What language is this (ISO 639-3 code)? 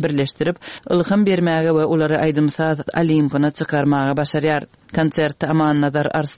tuk